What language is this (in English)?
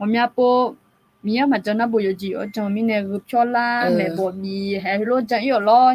Akha